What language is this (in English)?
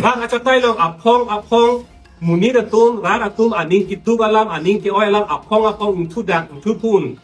Karbi